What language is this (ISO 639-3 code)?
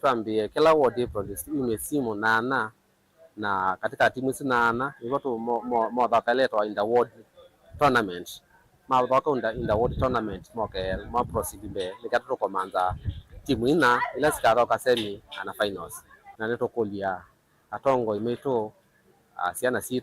kam